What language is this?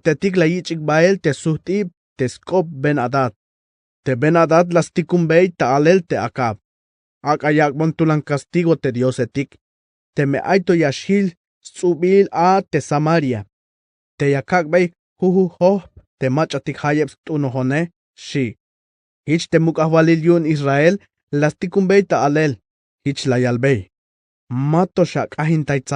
Tzeltal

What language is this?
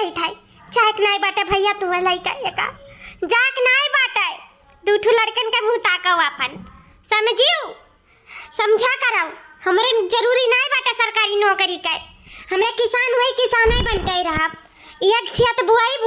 Awadhi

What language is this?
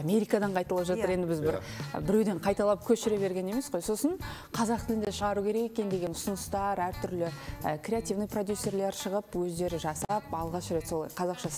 Kazakh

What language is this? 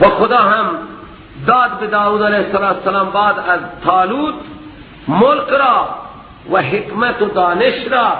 Persian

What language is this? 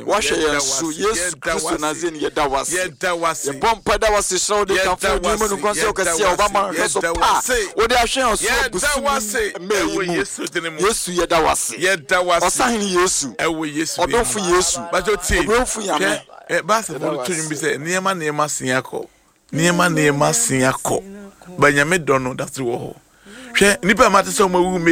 Akan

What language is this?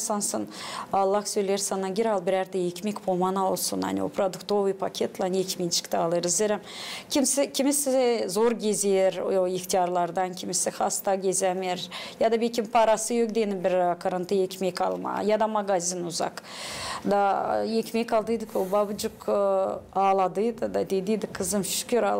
Gagauz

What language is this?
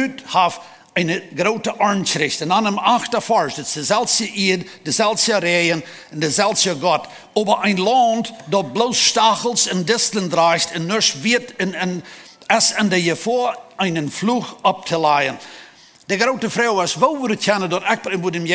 Plautdietsch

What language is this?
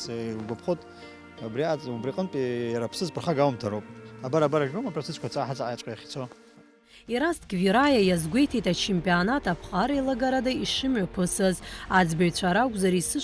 Abkhazian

